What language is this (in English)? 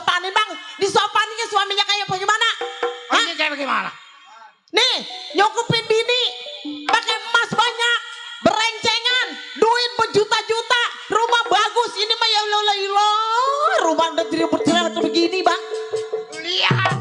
Betawi